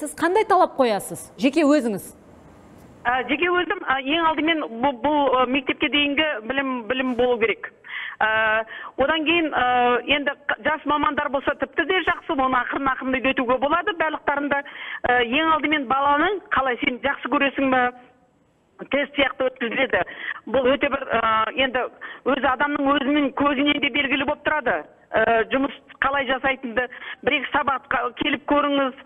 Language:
Kazakh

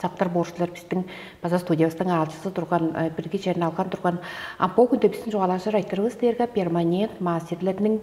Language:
Tuvinian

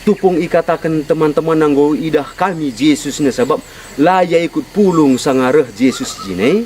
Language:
Batak Karo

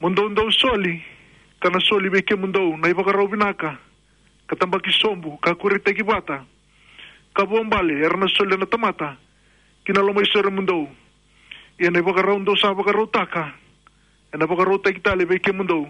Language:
Fijian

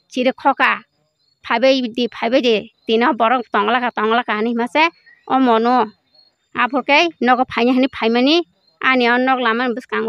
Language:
Kok Borok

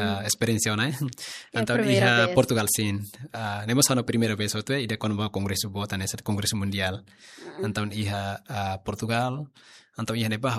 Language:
Tetum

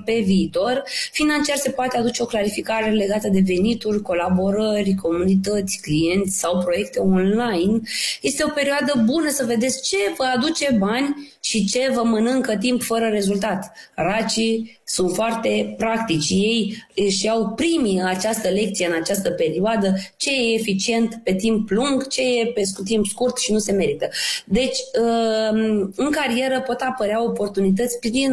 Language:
Romanian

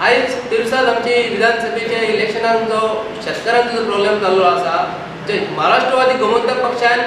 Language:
Konkani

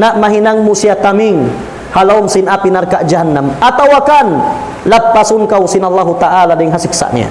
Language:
Tausug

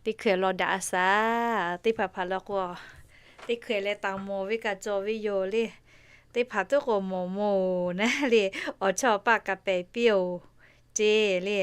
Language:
Lahu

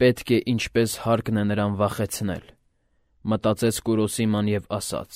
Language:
Armenian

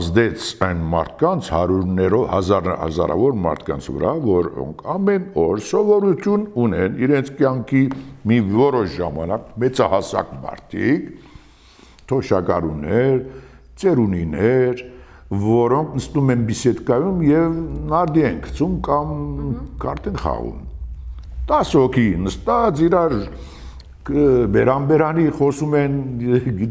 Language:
Armenian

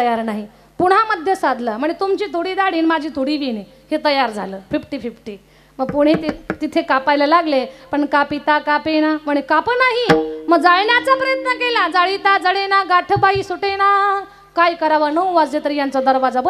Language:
Marathi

